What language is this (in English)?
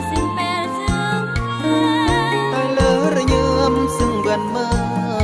Khmu